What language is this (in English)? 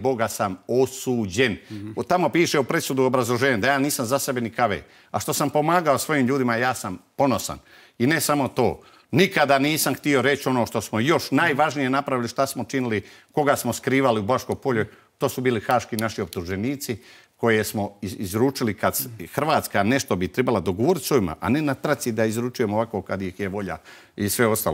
Croatian